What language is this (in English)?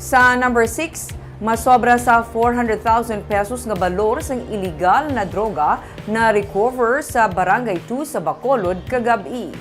Hiligaynon